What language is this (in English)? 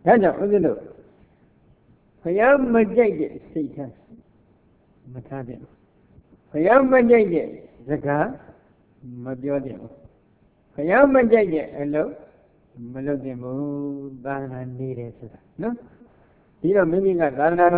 Burmese